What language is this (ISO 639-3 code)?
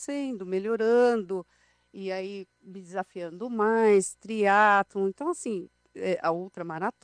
por